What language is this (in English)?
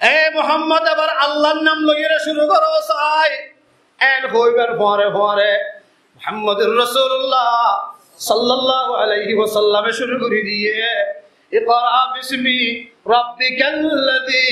Rohingya